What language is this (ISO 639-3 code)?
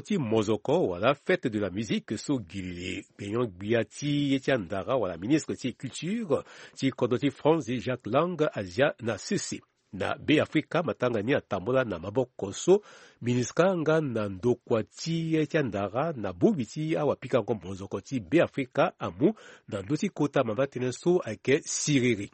sag